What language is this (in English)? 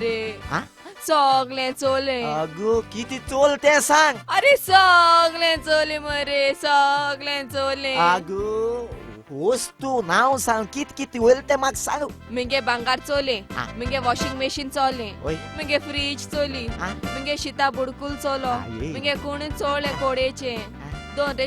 Konkani